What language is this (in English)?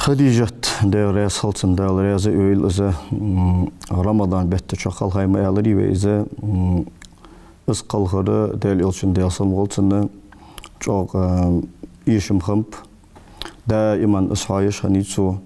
Ingush